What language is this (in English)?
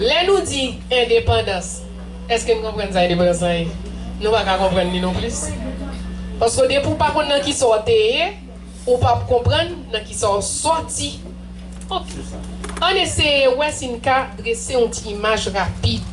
Haitian Creole